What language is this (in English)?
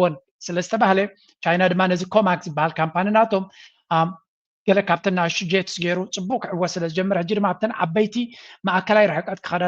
Tigrinya